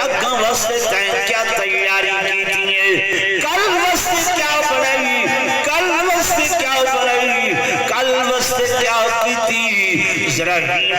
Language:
Saraiki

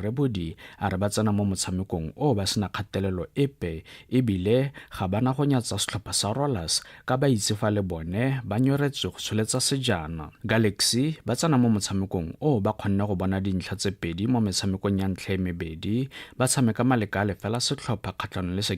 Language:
Tswana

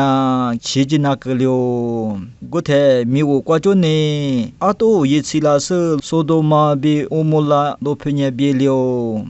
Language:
Lisu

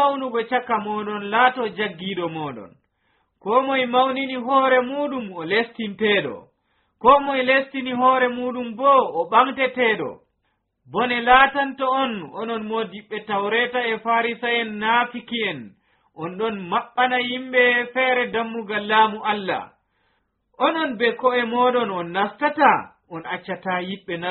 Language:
Nigerian Fulfulde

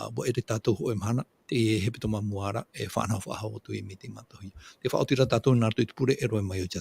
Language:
Tahitian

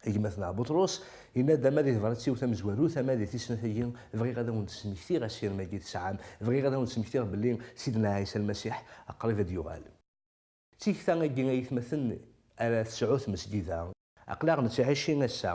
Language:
Kabyle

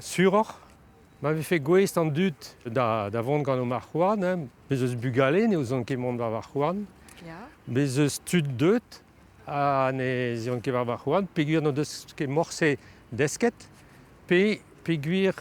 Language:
Breton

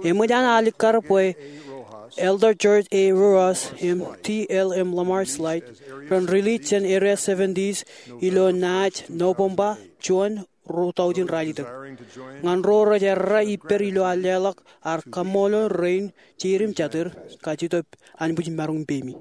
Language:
Marshallese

